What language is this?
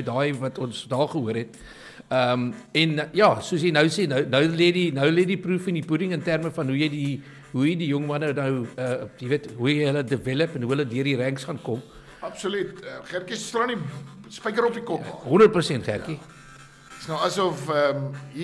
Afrikaans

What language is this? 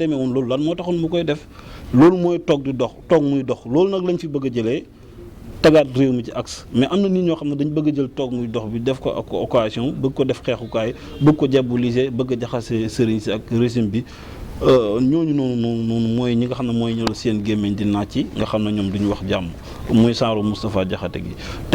Wolof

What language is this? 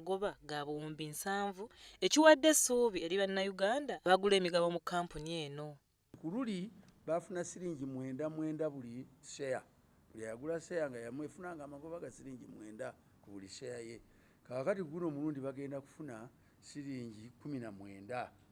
Ganda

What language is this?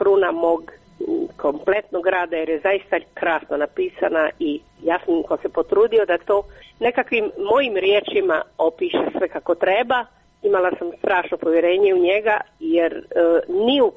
Croatian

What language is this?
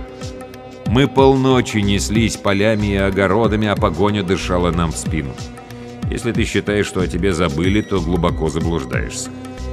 Russian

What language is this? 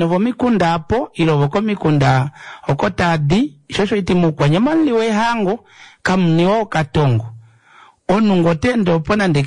Kuanyama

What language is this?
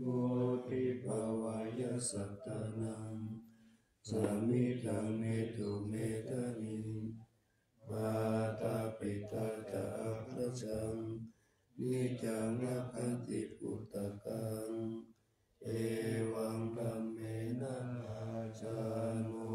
Pali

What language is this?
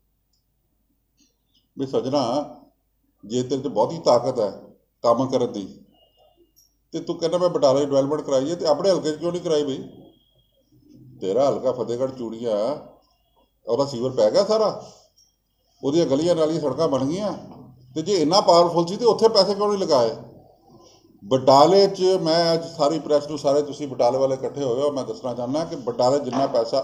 Punjabi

